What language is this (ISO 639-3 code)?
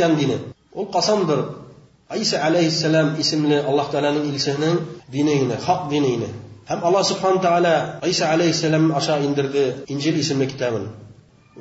bak